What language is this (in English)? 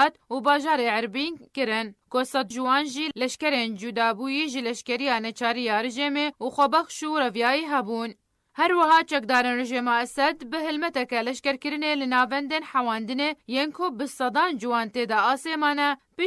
Kurdish